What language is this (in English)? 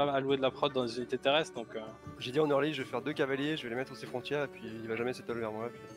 French